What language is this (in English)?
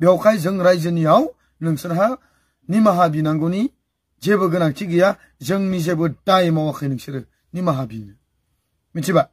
Bodo